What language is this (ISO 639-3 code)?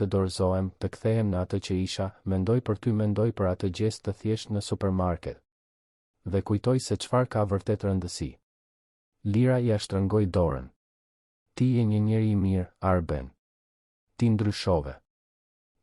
sqi